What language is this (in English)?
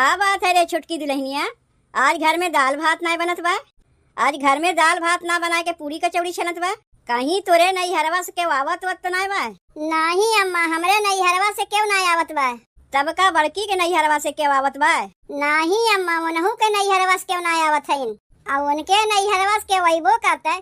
Awadhi